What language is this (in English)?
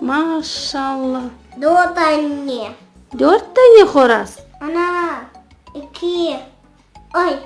Crimean Tatar